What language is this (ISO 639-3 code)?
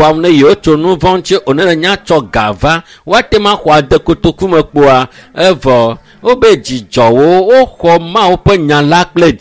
ewe